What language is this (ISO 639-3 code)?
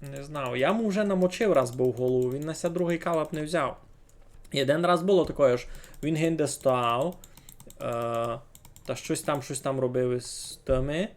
rue